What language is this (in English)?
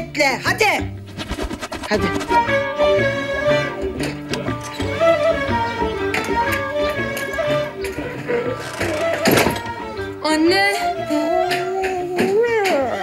Turkish